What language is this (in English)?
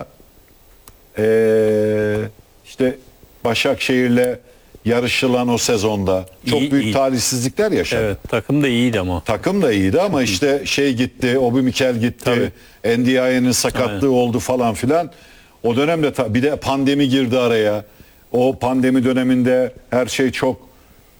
Turkish